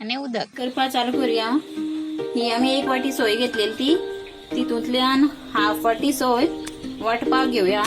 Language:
Konkani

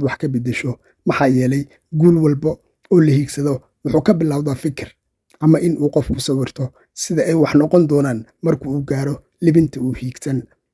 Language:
Somali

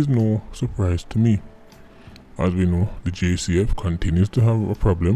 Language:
Jamaican Creole English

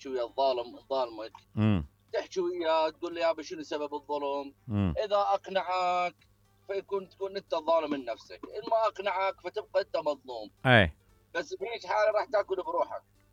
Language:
Mesopotamian Arabic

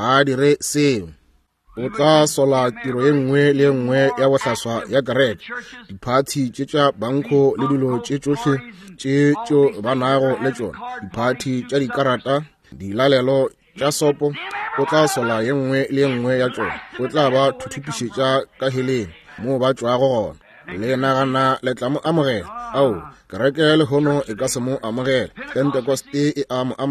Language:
Northern Sotho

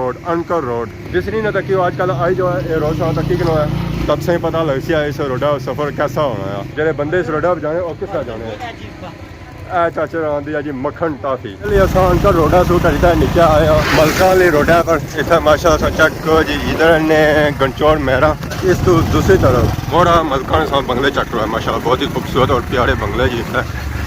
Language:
Pahari-Potwari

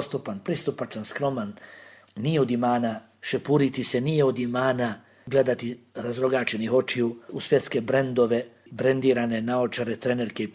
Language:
Bosnian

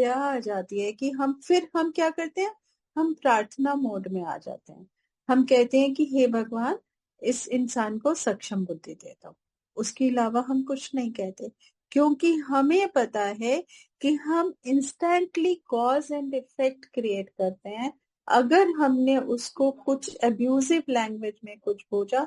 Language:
Hindi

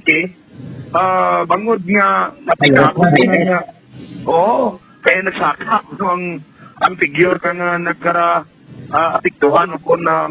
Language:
Hiligaynon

